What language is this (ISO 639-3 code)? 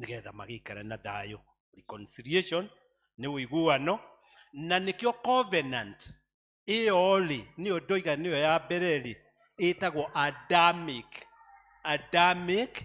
kik